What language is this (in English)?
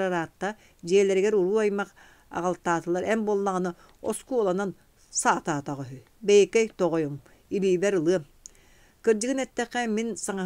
Yakut